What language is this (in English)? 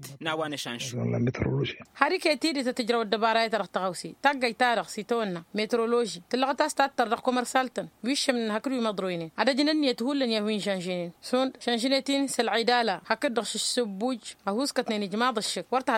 Tamasheq